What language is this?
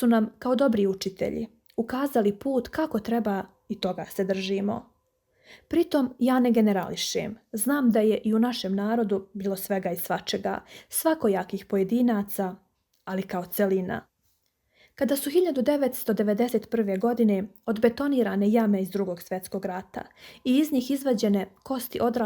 Serbian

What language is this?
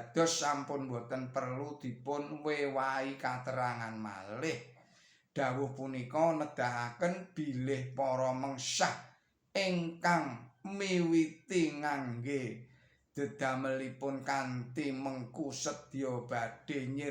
Javanese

